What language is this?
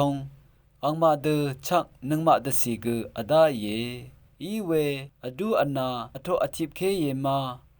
Rawang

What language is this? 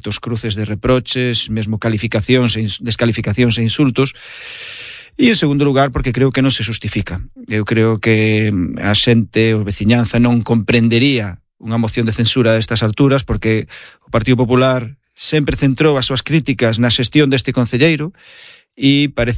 Galician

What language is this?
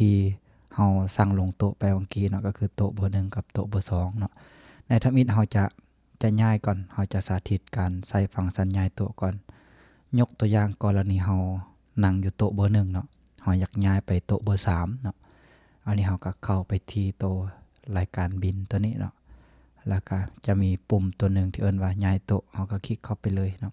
Lao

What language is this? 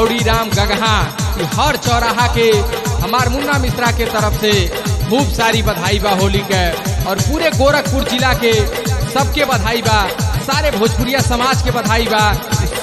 Bhojpuri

